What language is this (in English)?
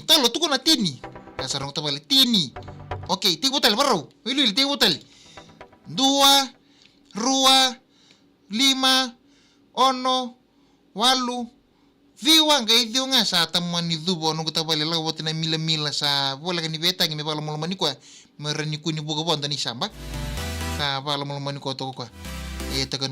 Fijian